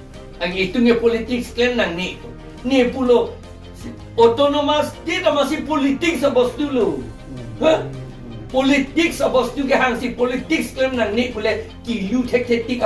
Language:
Karbi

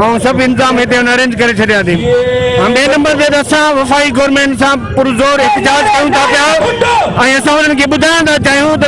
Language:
Sindhi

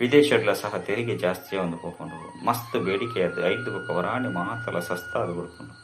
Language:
Tulu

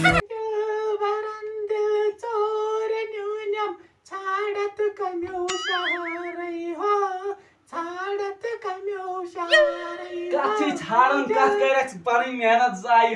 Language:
Kashmiri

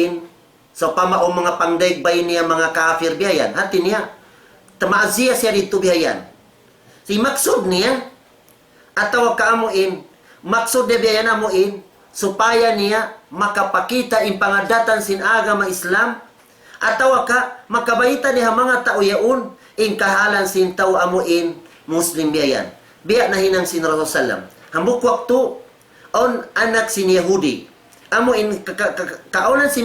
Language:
Tausug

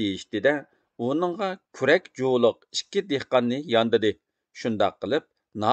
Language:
Uyghur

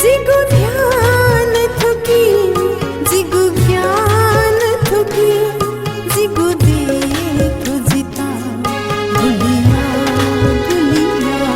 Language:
Newari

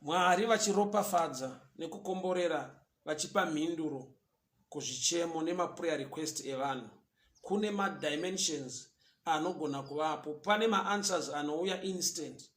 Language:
Shona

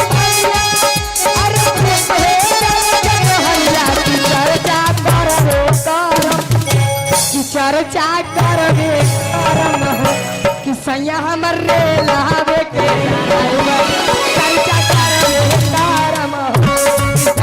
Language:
Magahi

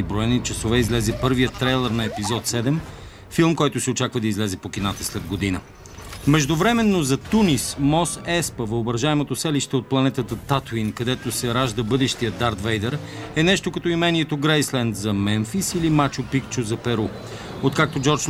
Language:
Bulgarian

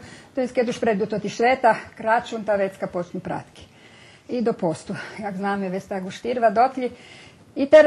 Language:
Rusyn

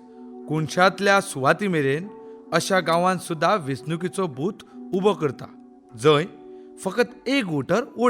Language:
Konkani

